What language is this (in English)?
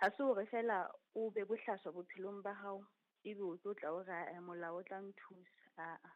Southern Sotho